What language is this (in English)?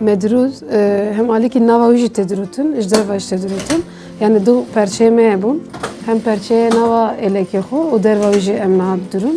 Kurdish